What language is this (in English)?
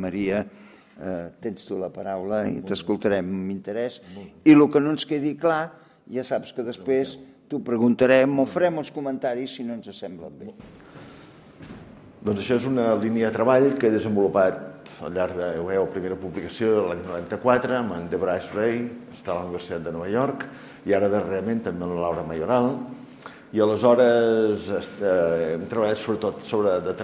Catalan